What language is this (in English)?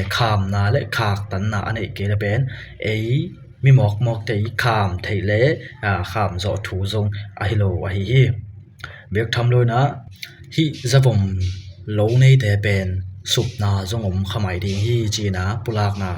Tedim Chin